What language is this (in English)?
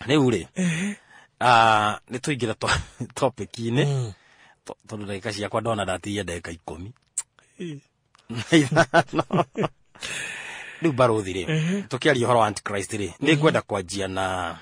Kikuyu